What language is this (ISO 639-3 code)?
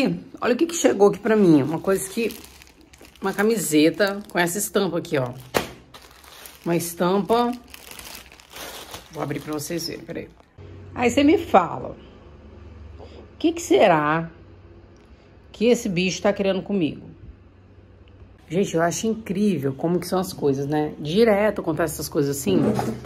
por